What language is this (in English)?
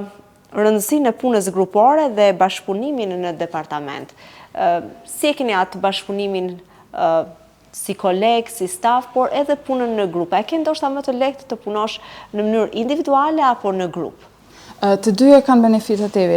Albanian